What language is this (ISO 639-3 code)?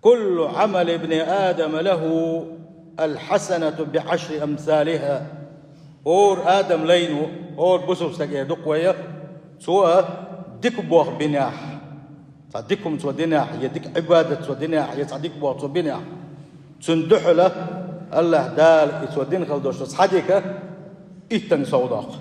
che